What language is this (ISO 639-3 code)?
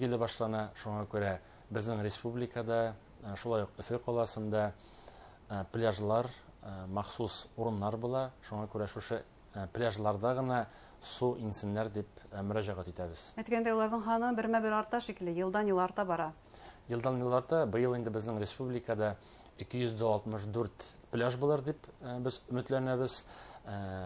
bak